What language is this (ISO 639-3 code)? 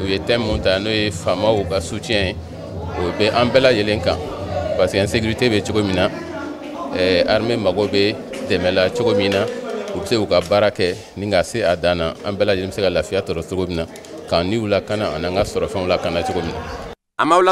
bam